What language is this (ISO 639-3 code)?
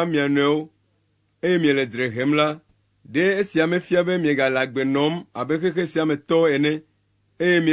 ewe